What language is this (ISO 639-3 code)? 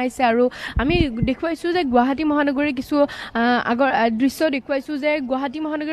asm